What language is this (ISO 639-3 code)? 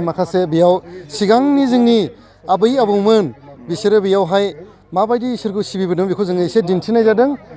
brx